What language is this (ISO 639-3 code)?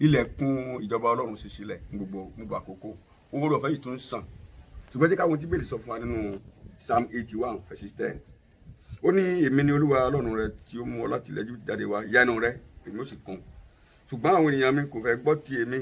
yor